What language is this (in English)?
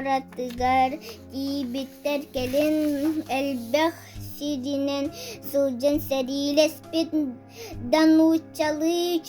Yakut